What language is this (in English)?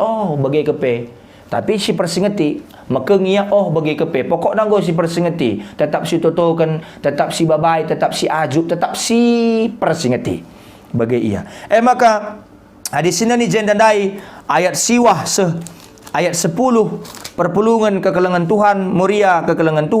Batak Karo